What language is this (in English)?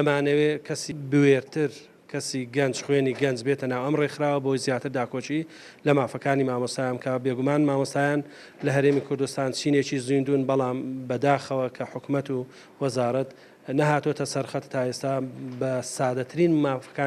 Central Kurdish